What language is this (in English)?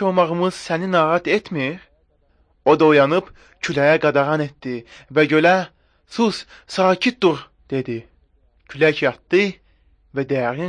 Azerbaijani